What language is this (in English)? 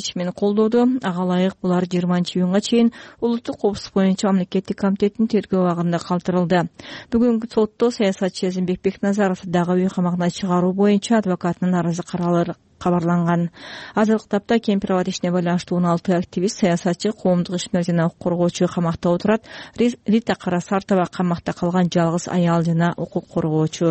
Kyrgyz